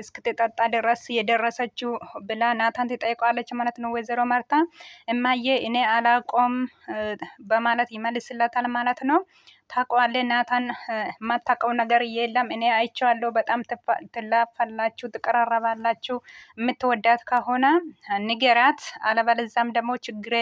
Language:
Amharic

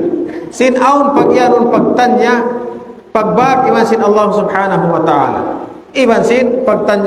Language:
Tausug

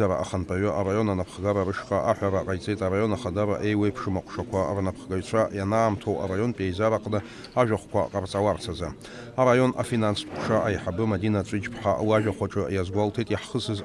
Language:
Abkhazian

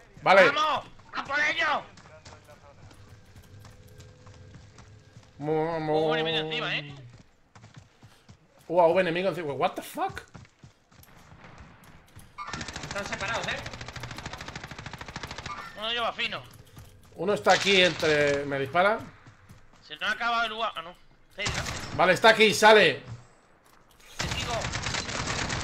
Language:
Spanish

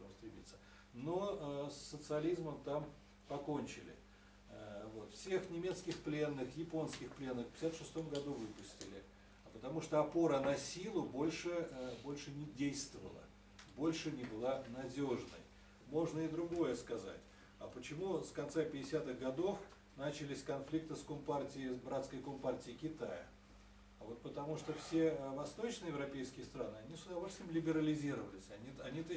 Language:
Russian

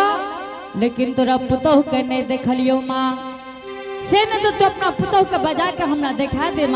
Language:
Angika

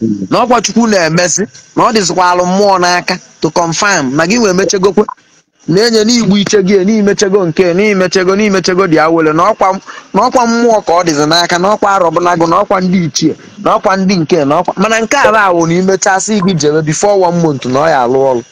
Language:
Igbo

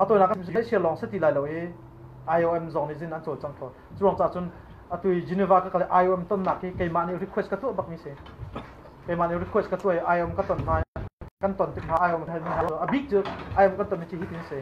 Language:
Hakha Chin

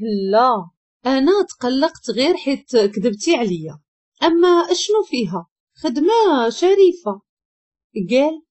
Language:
Moroccan Arabic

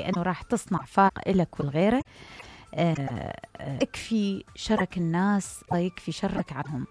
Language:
Mesopotamian Arabic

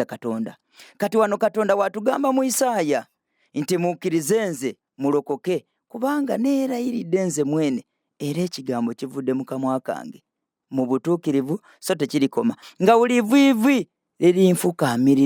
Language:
Ganda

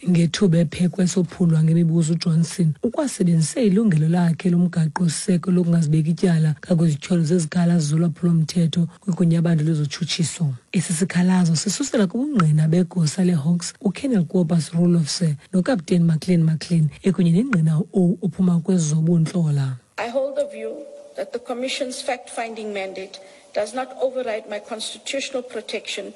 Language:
Xhosa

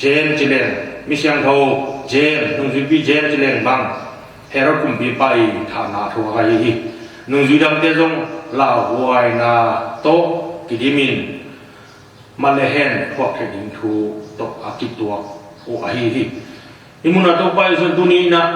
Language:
Tedim Chin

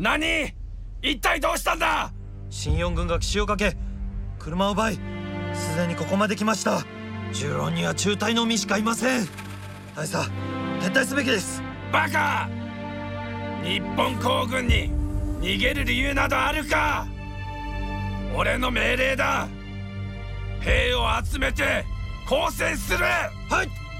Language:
Japanese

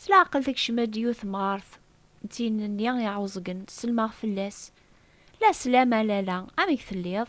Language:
Kabyle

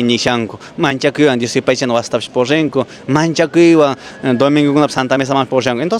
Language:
Quechua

